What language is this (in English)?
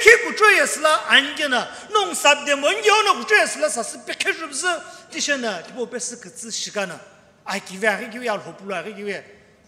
Sumi Naga